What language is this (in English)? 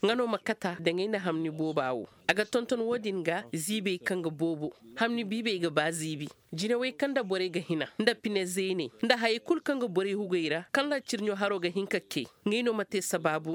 Koyraboro Senni